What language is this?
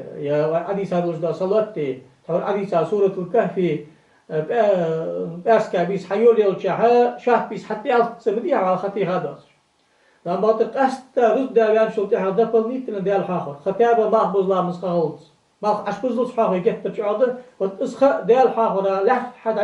Ingush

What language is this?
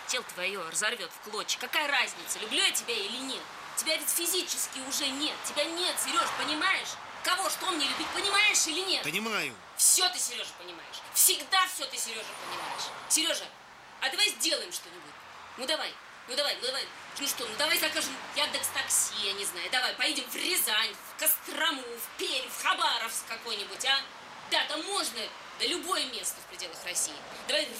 Russian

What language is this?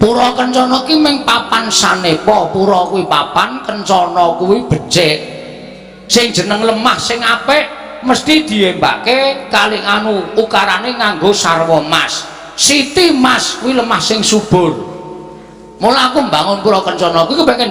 Javanese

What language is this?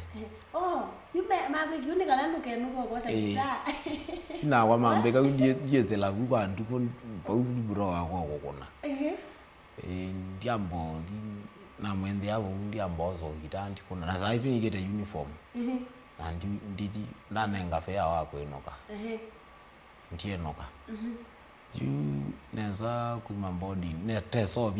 Kamba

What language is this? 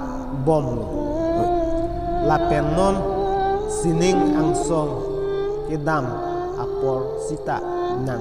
Karbi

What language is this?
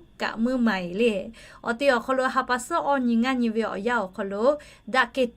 Lahu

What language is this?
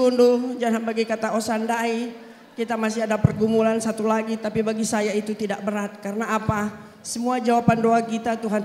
Batak Karo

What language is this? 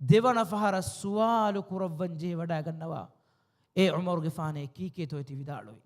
Divehi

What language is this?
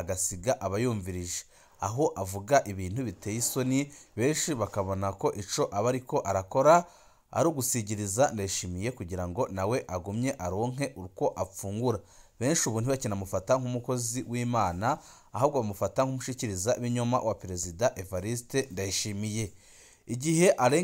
Rundi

